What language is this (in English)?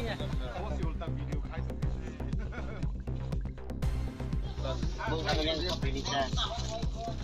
Kok Borok